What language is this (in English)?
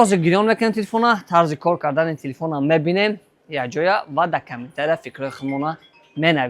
Tajik